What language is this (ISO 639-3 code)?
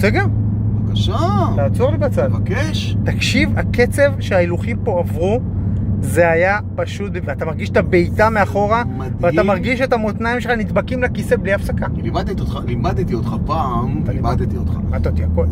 heb